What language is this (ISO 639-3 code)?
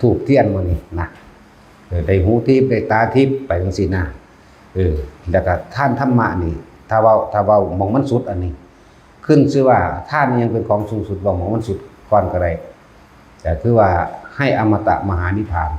tts